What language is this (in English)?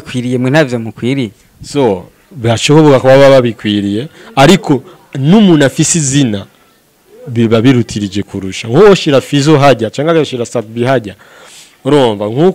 Rundi